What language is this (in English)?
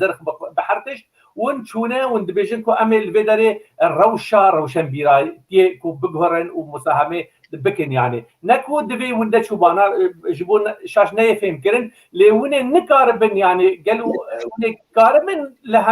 Kurdish